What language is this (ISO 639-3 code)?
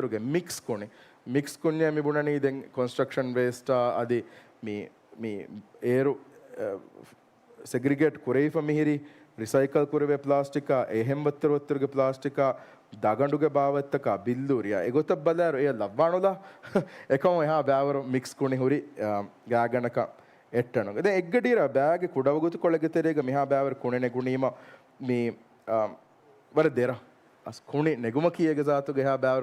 div